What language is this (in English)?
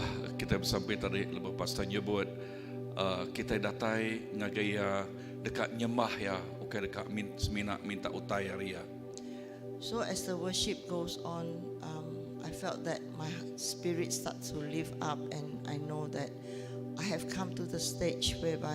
Iban